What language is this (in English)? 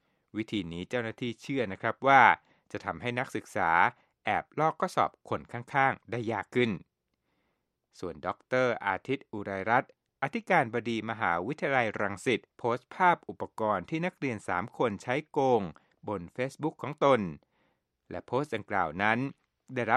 Thai